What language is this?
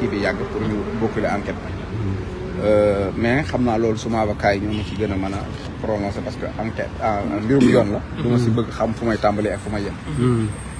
Wolof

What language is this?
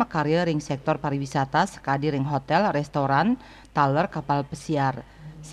Balinese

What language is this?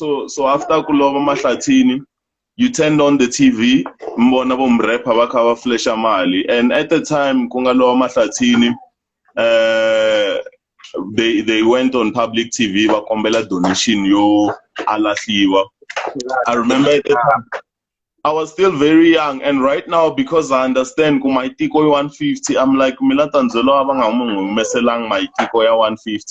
Tsonga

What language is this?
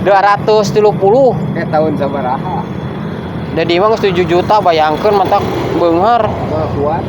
Sundanese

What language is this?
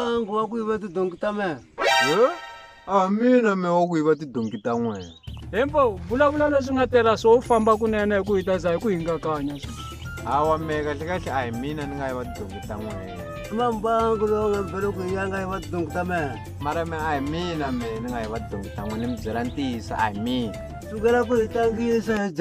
Tsonga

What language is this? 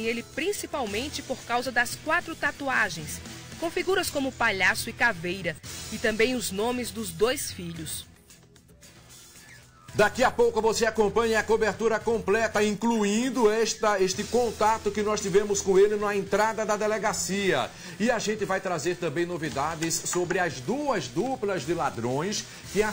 Portuguese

